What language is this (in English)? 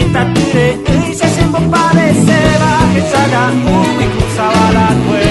Guarani